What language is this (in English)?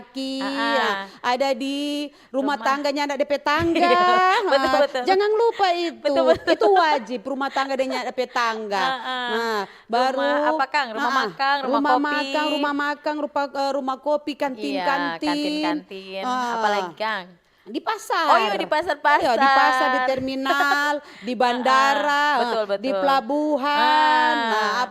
Manado Malay